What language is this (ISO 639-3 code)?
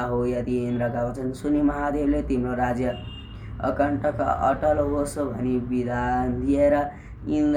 nep